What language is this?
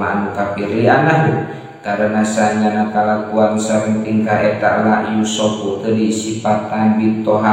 Sundanese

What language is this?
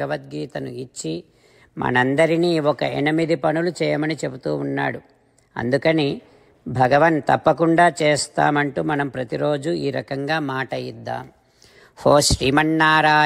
Telugu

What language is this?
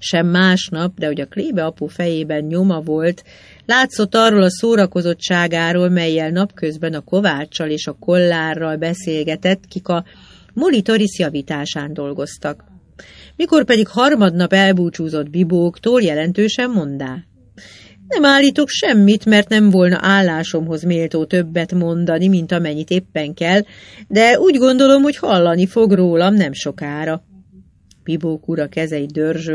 Hungarian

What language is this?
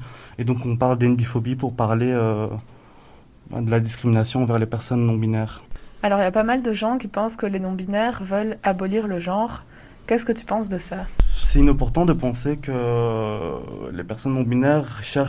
French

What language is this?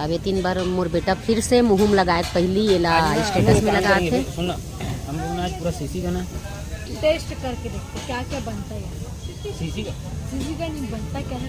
Chhattisgarhi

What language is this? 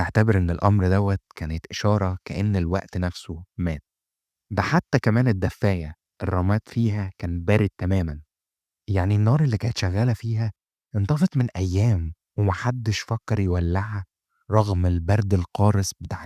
Egyptian Arabic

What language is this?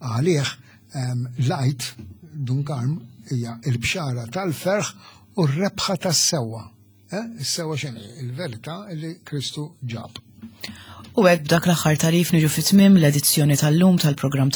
Maltese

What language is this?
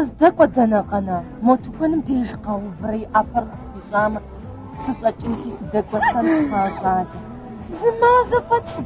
Kabardian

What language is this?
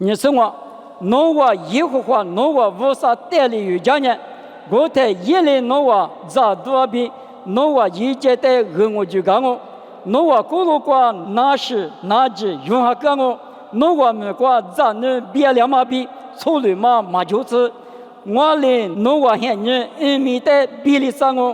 Lisu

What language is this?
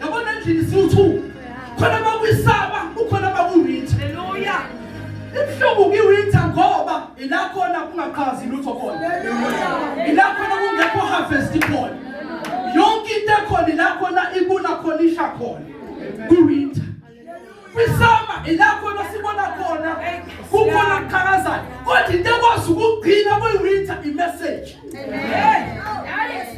Zulu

